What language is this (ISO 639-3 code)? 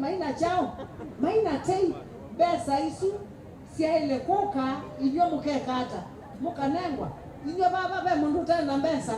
kam